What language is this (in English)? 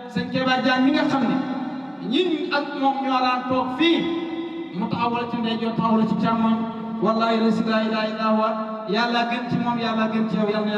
Wolof